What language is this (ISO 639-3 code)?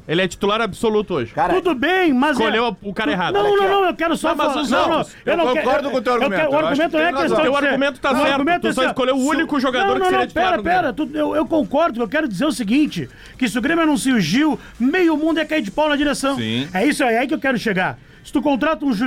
por